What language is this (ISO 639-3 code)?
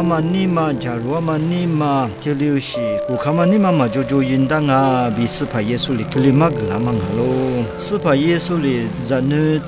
lis